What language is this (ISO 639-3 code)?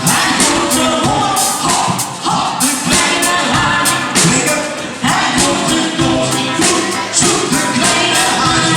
lim